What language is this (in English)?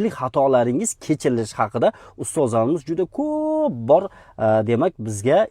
Uzbek